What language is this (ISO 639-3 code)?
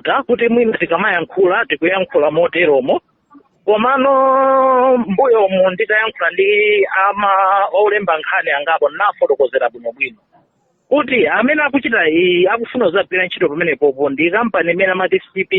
nya